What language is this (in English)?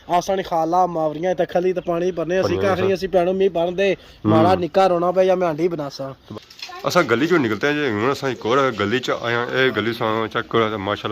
Pahari-Potwari